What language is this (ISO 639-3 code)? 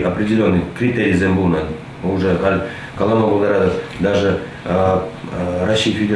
chv